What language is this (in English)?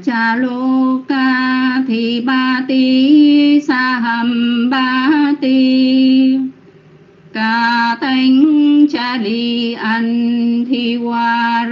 Vietnamese